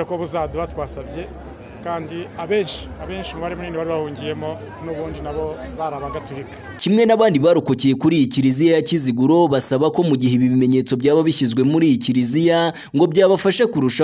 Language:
Kinyarwanda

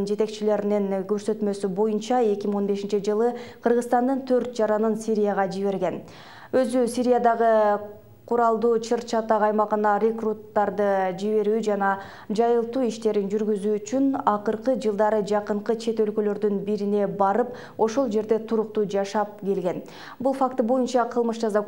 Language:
Kyrgyz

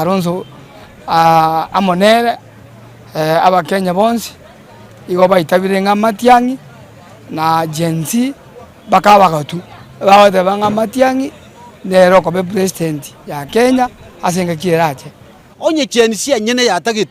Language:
Gusii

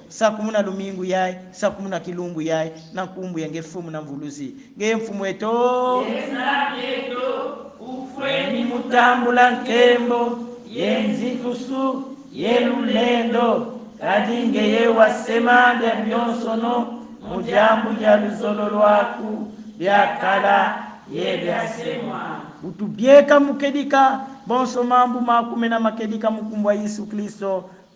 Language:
Kongo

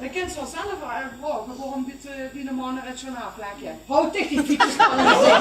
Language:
Limburgish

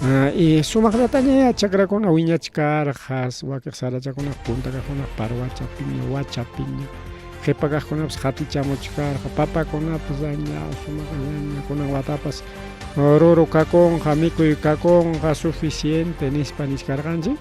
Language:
Ayacucho Quechua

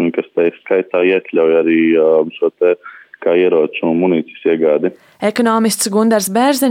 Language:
Latvian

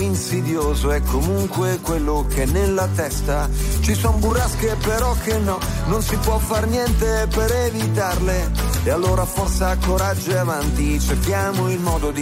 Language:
Italian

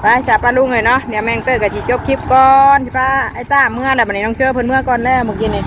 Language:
Northeastern Thai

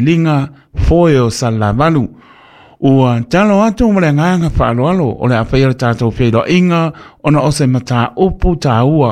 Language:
Samoan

